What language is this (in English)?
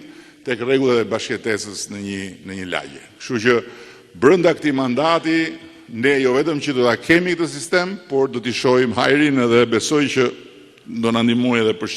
Albanian